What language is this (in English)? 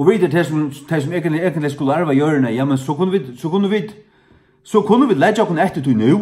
Faroese